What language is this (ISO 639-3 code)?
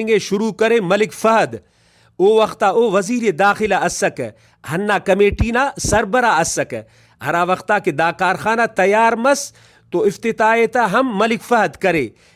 brh